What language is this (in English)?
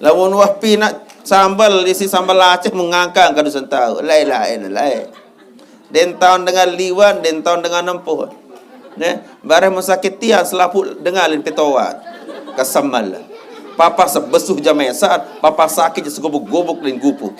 Sasak